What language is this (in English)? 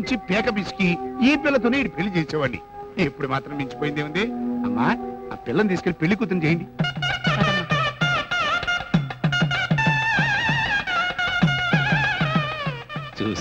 Telugu